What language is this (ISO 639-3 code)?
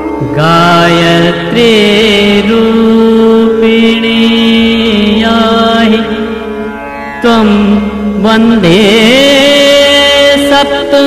mal